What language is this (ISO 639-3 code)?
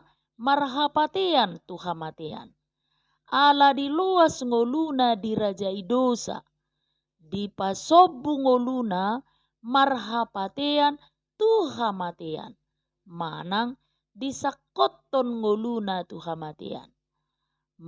bbc